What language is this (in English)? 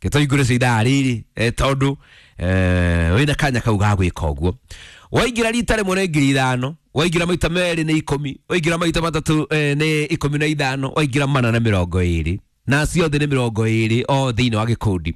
Kikuyu